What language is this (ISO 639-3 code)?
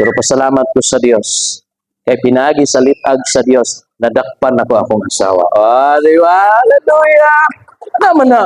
ceb